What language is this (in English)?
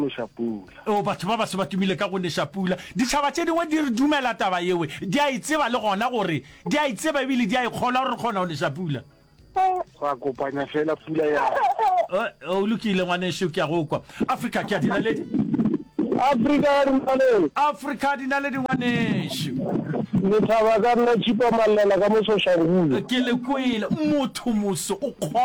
Northern Sotho